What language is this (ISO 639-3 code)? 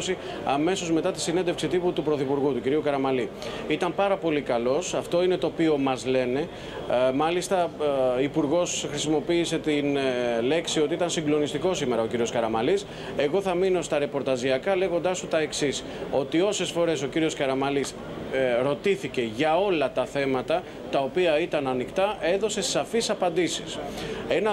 ell